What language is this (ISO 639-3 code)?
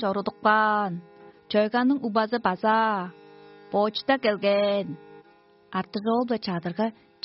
tyv